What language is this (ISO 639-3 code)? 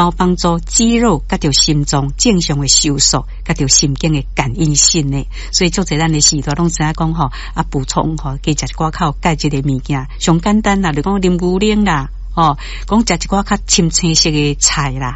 nan